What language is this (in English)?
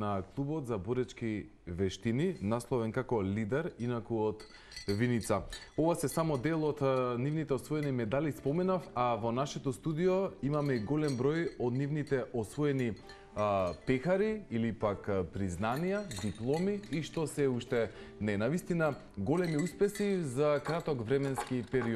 Macedonian